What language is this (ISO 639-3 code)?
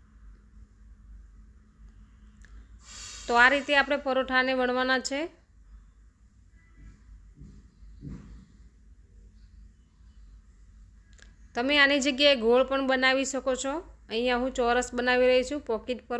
guj